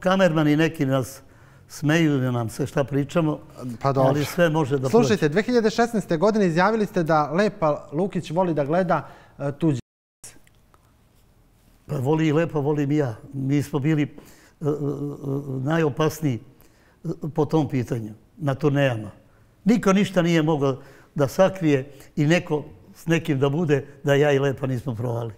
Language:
Serbian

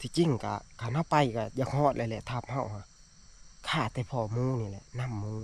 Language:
Northeastern Thai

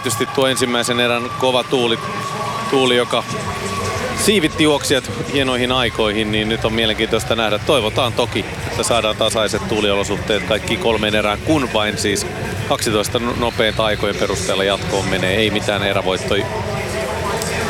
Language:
Finnish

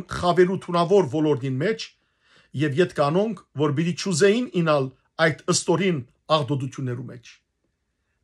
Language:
Western Armenian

